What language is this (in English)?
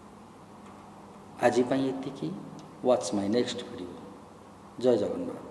Odia